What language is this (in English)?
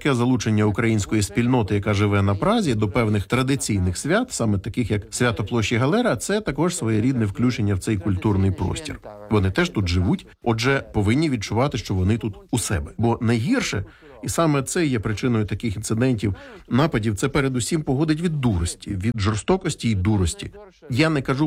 Ukrainian